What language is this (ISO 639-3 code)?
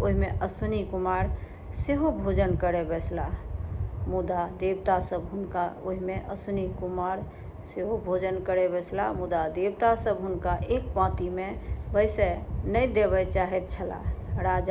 mai